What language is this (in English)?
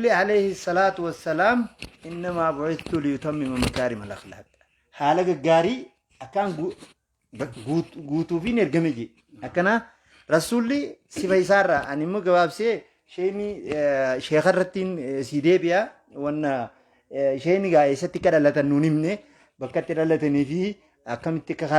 Oromo